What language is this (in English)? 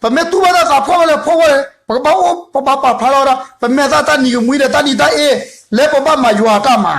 S'gaw Karen